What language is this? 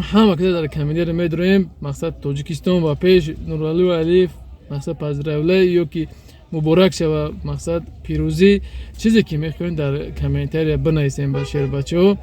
Tajik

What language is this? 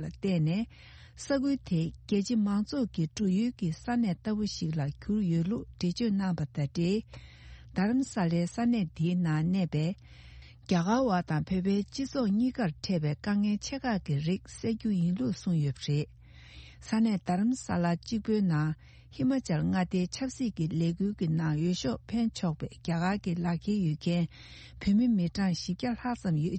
Tibetan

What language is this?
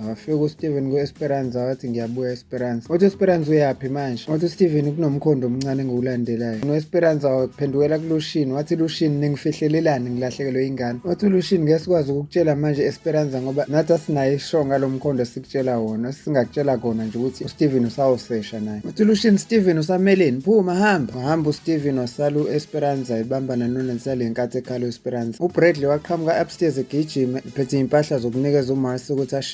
Zulu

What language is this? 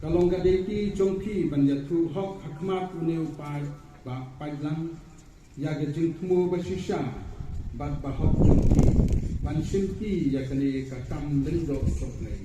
Khasi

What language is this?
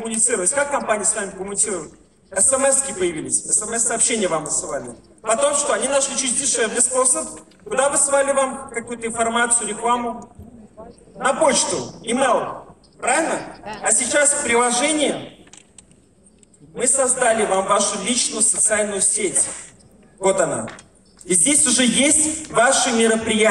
Russian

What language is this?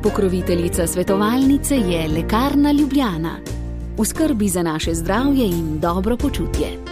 Slovenian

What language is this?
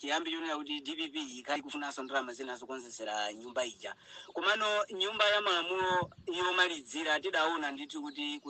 Nyanja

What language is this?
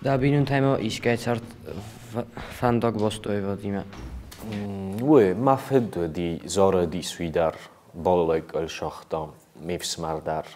Ossetic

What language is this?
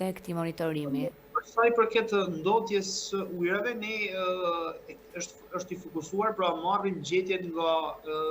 Albanian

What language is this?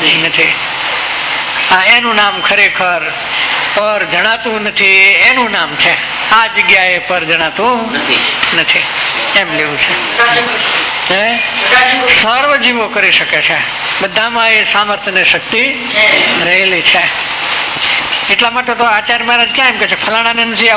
Gujarati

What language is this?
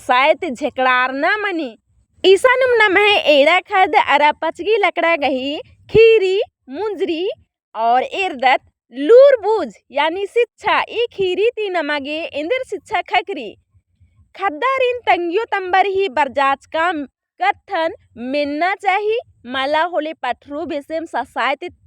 Kurukh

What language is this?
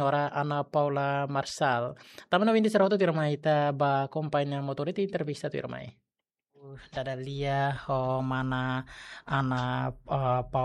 Tetum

